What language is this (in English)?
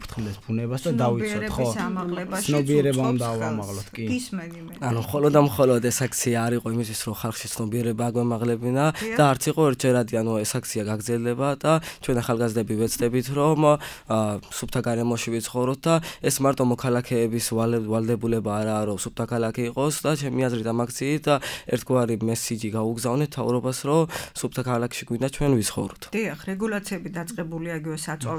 Georgian